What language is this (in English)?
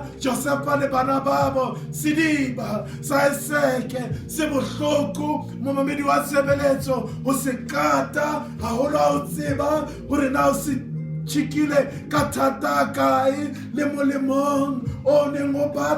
Southern Sotho